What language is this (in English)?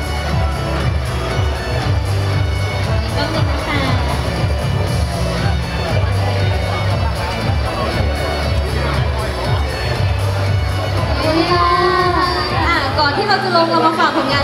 Thai